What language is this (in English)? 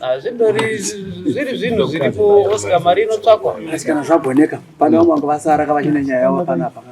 Shona